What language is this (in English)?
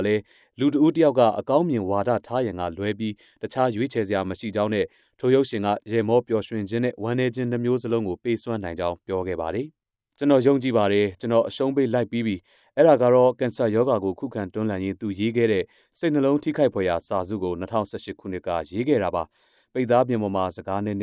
Burmese